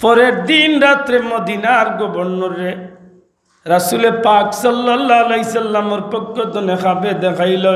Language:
Sylheti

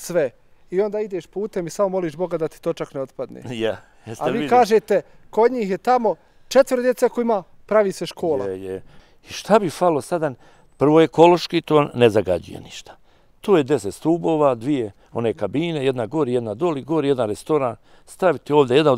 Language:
Bosnian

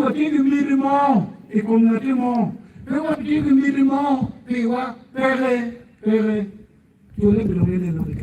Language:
Acoli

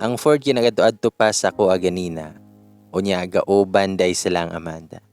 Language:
Cebuano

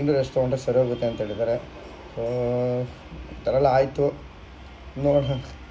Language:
Kannada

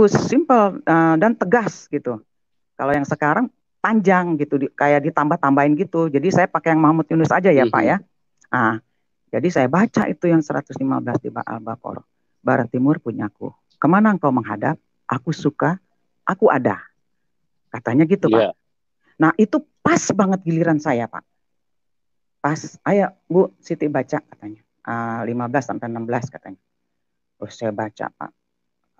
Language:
Indonesian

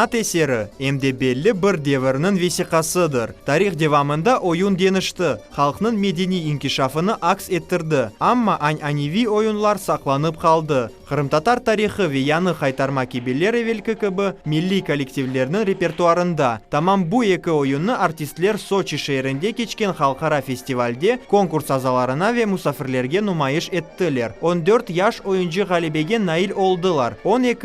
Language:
Crimean Tatar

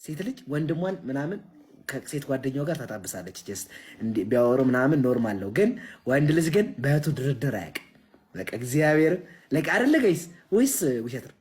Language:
Amharic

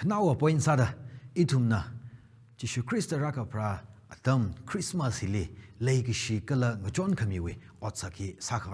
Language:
Tangkhul Naga (India)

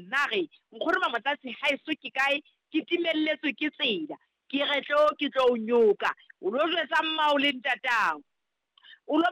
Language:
Southern Sotho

